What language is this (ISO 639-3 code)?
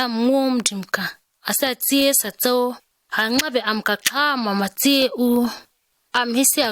gnk